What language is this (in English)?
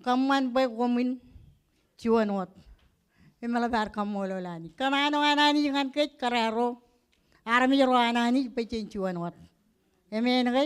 Marshallese